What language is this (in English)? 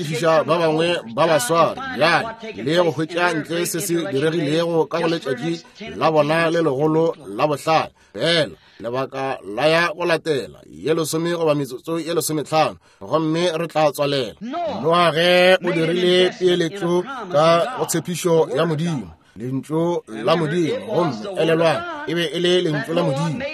Northern Sotho